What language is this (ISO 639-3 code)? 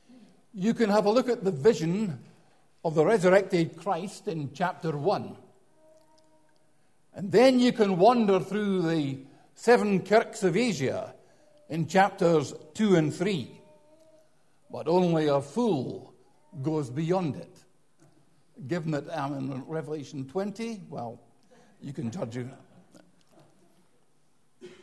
eng